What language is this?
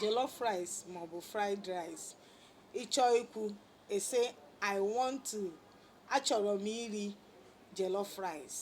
Igbo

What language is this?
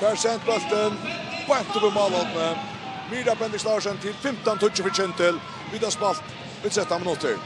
Faroese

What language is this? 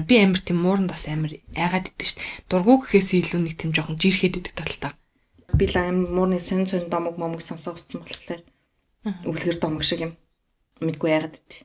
Mongolian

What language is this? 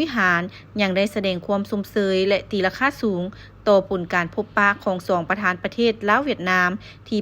Lao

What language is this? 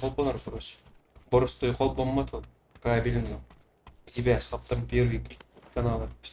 Yakut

